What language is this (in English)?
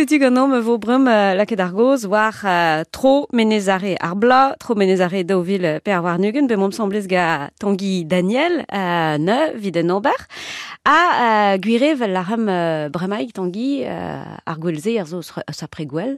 Breton